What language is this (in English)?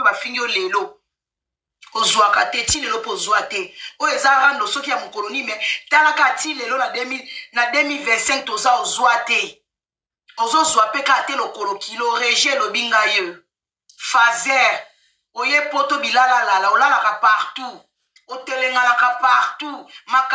Lingala